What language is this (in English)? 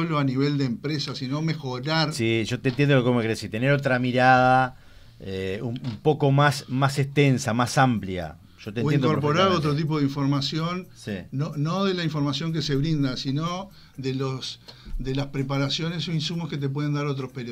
Spanish